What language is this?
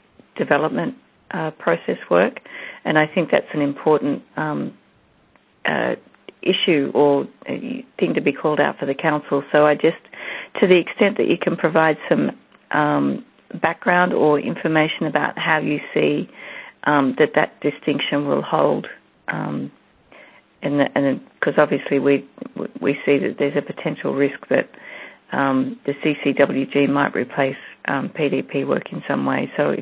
English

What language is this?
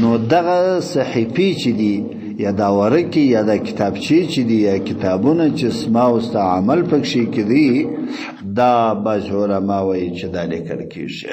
Pashto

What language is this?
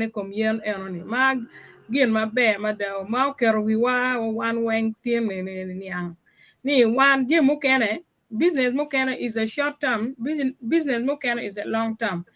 Acoli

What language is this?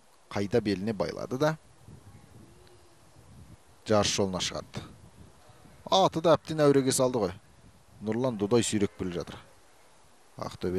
Kazakh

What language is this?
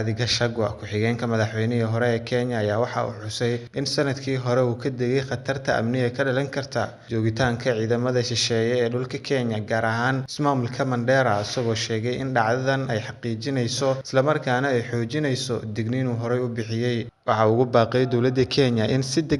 Somali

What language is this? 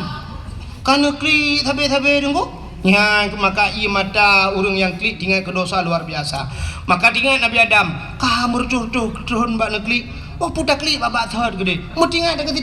Achinese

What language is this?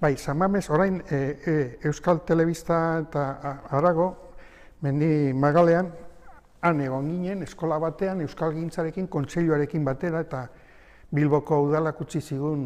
Basque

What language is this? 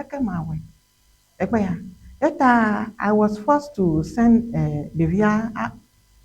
Ewe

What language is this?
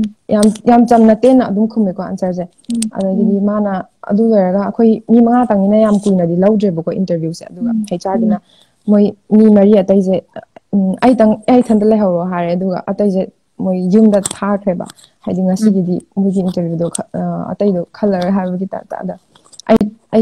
Manipuri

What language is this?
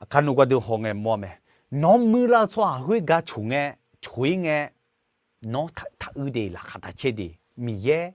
Akha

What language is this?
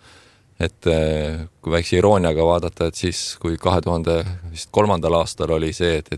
Estonian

